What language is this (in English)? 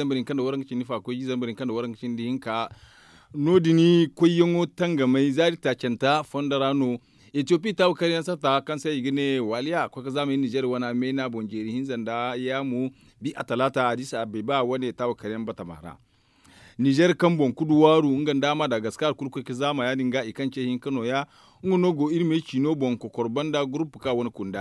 Zarma